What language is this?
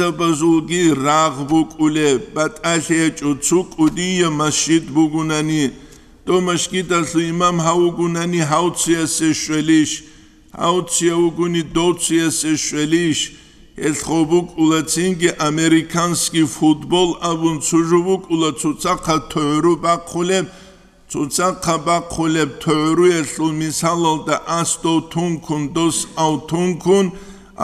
Avaric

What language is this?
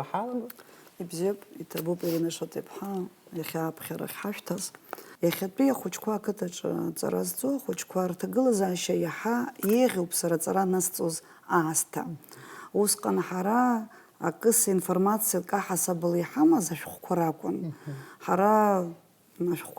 Abkhazian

